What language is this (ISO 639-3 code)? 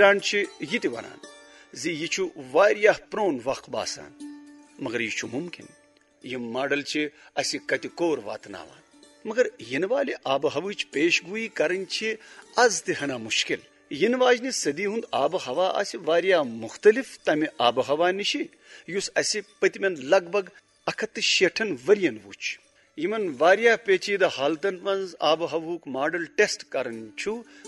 kas